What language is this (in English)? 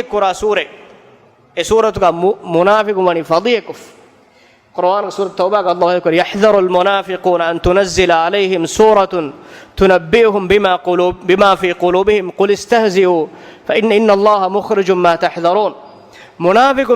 Divehi